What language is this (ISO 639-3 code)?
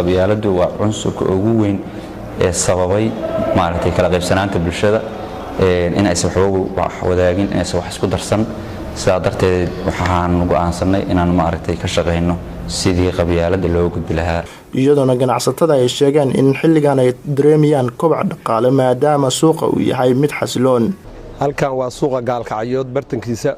som